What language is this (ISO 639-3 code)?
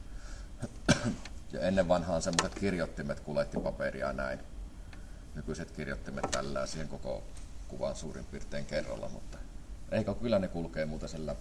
fin